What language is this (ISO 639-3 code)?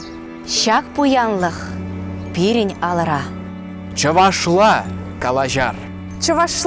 chv